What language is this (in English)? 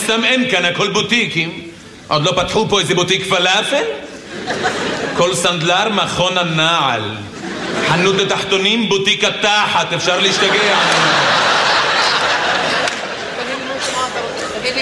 Hebrew